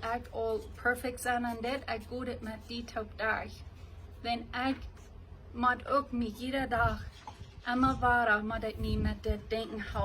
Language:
Plautdietsch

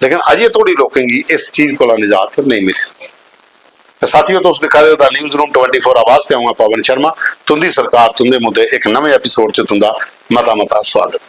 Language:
Dogri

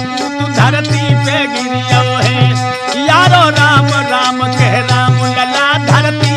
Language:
Hindi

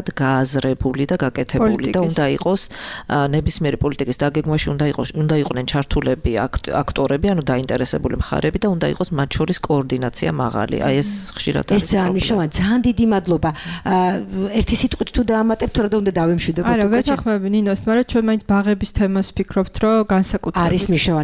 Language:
Georgian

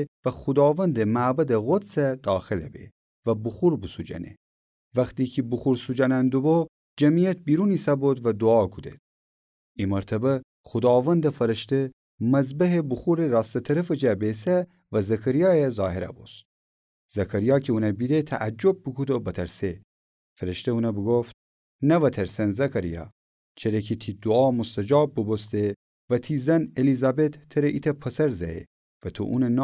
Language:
Gilaki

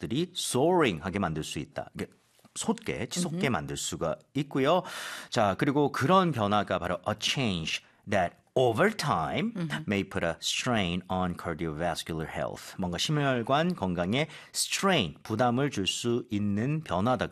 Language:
Korean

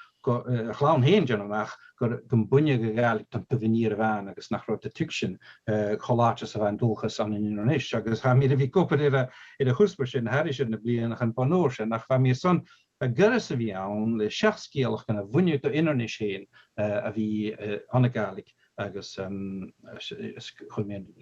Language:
Scottish Gaelic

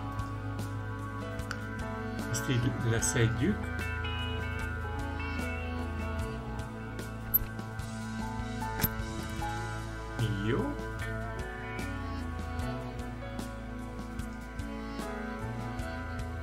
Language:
Hungarian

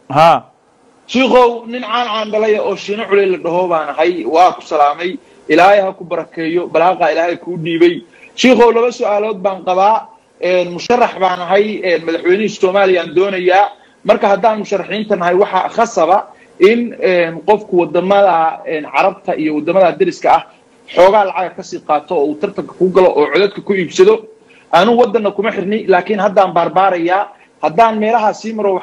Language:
Somali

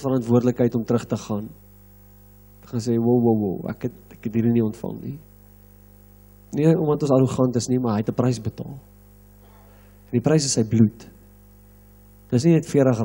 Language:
Afrikaans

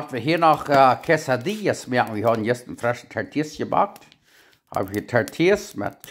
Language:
Plautdietsch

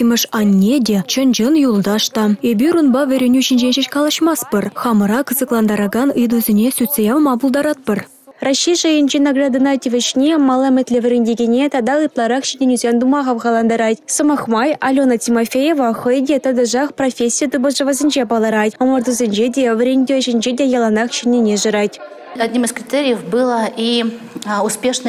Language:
Chuvash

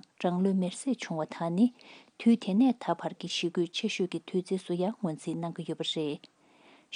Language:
Tibetan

